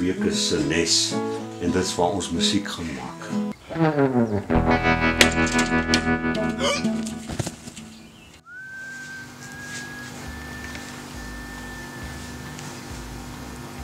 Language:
Afrikaans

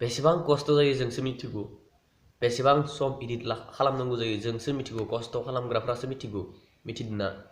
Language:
Bodo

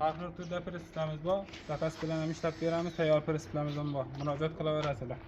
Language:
Uzbek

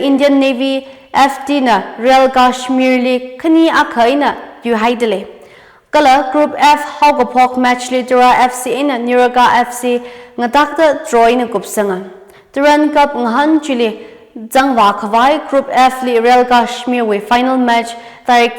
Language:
Tangkhul Naga (India)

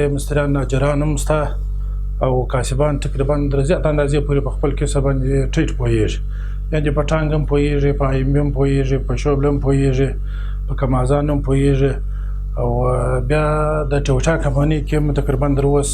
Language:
Pashto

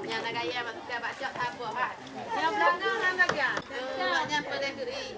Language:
Achinese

